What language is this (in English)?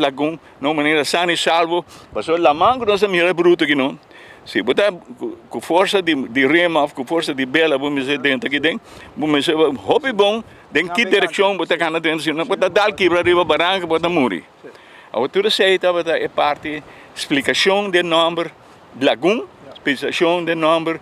Papiamento